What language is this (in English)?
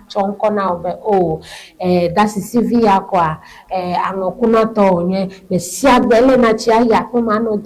Ewe